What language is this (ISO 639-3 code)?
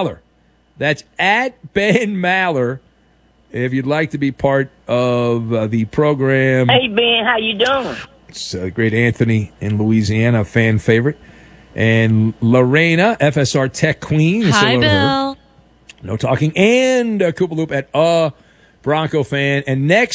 eng